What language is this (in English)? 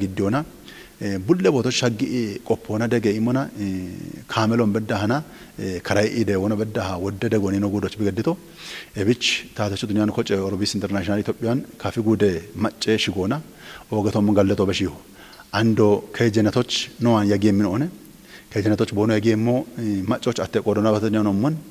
Kafa